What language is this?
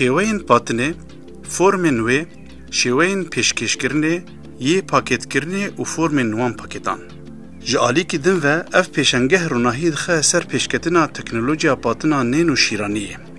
Kurdish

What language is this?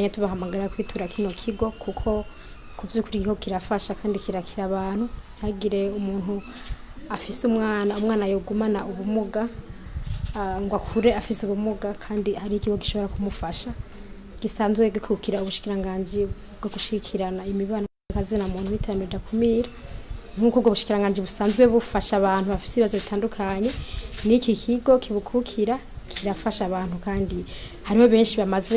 Rundi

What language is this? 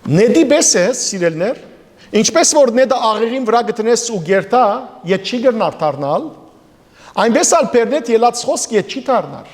Western Armenian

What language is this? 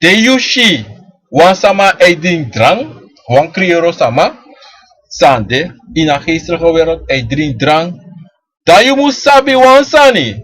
Sranan Tongo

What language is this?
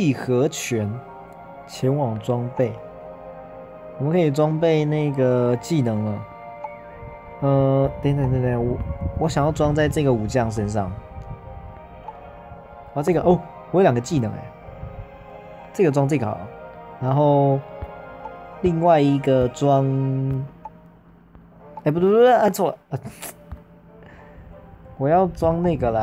Chinese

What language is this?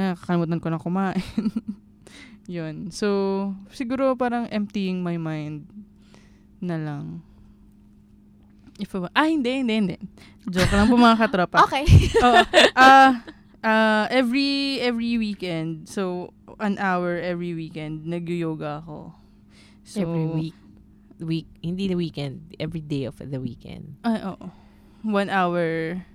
Filipino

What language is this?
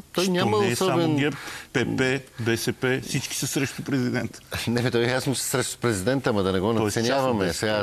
Bulgarian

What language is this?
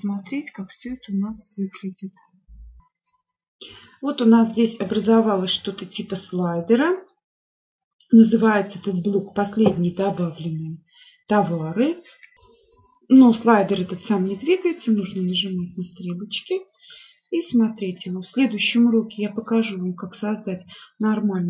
Russian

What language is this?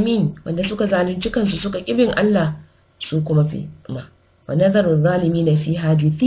Hausa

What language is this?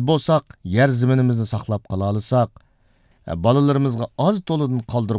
Uyghur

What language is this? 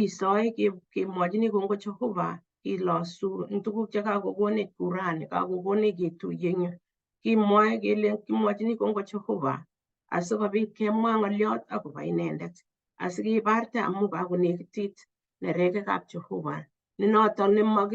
Kalenjin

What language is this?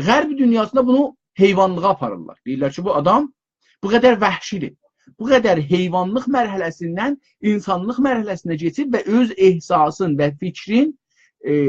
South Azerbaijani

